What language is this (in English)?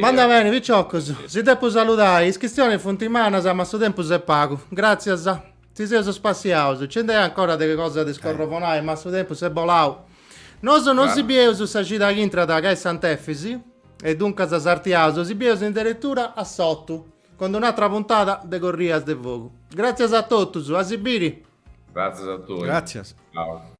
Sardinian